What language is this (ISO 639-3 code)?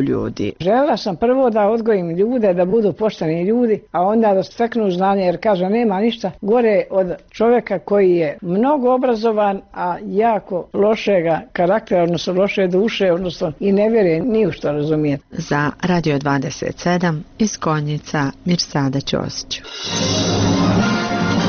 bos